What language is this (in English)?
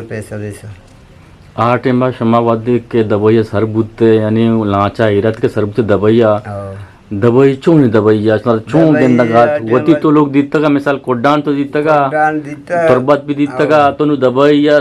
Eastern Balochi